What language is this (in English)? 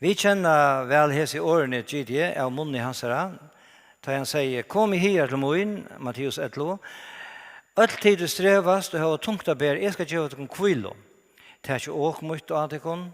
Faroese